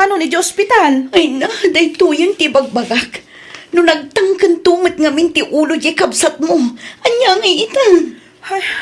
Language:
Iloko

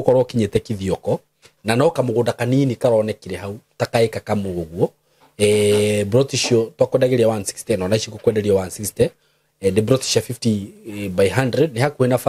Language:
Kikuyu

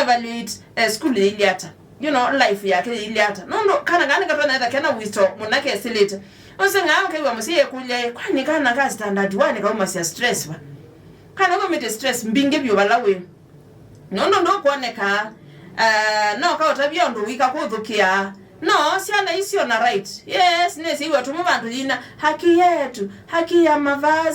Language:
Kamba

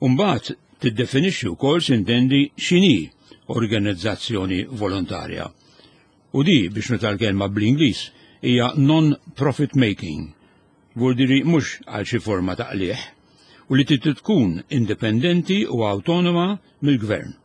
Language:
Maltese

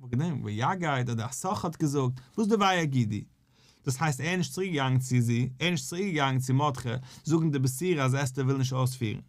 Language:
Yiddish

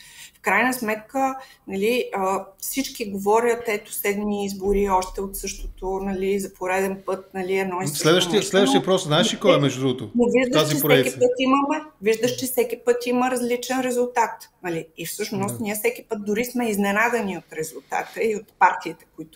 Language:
Bulgarian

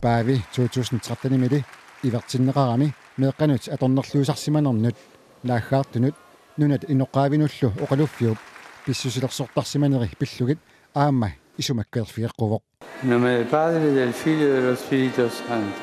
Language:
Kalaallisut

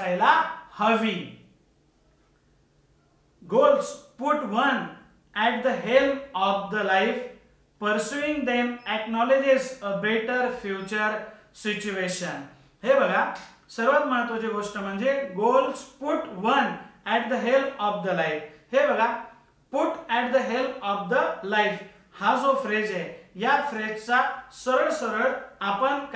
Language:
Marathi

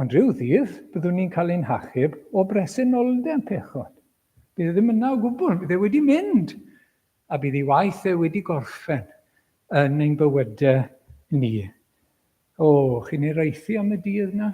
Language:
Welsh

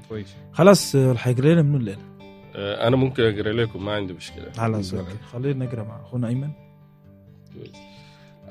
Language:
Egyptian Arabic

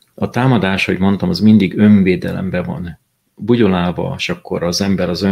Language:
Hungarian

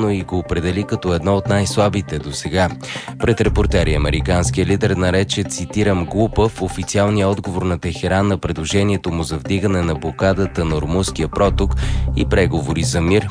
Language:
Bulgarian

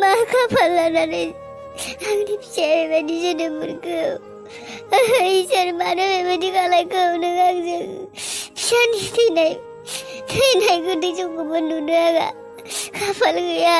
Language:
Bodo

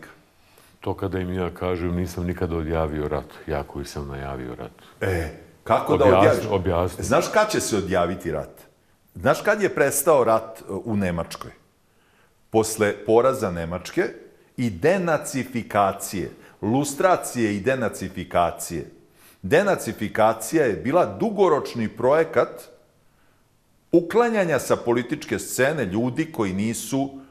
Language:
Bosnian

